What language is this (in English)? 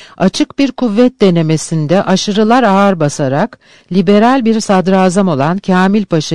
Turkish